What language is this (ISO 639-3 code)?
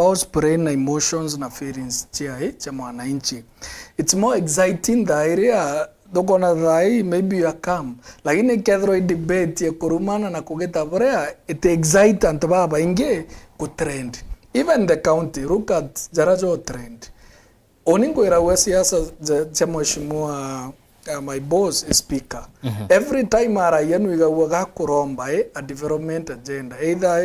mer